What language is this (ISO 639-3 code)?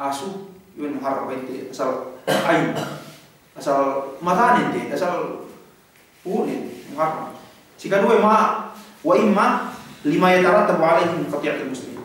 yka